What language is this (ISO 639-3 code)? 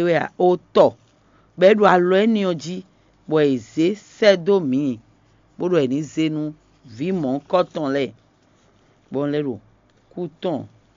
fon